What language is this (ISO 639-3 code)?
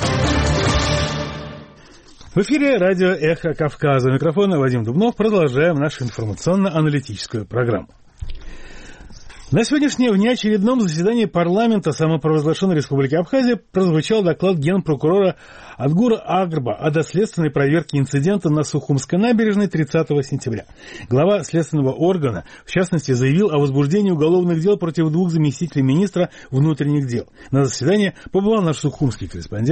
rus